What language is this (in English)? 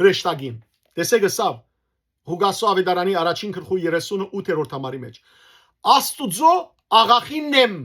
Western Armenian